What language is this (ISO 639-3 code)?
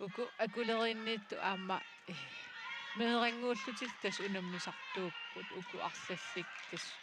kal